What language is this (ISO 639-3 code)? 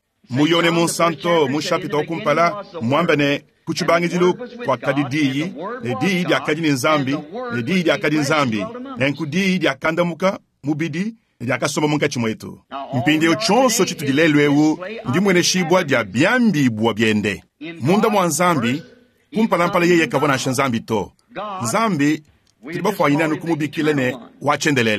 lua